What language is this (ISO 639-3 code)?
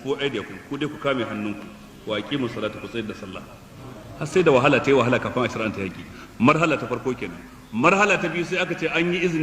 hau